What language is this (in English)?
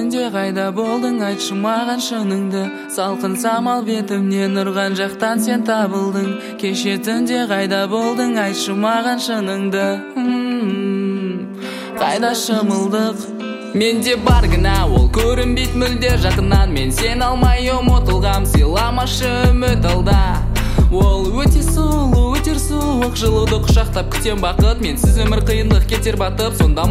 Kazakh